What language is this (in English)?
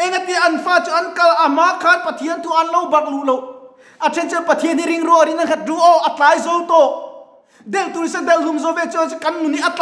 Mizo